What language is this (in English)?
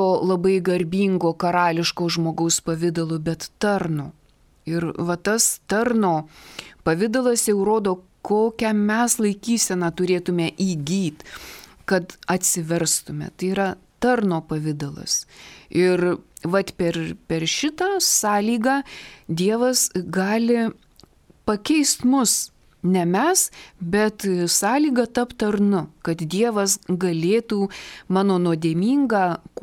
Lithuanian